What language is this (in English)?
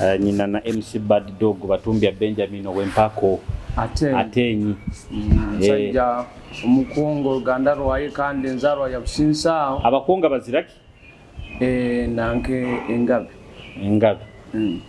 Nyoro